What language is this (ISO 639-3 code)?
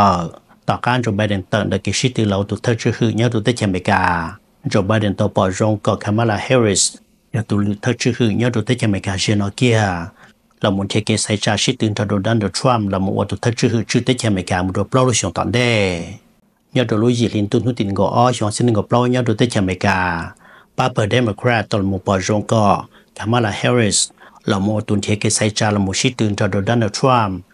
vie